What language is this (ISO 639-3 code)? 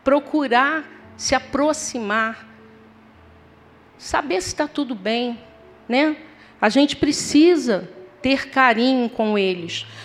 por